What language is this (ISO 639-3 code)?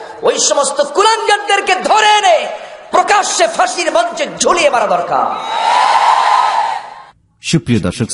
ben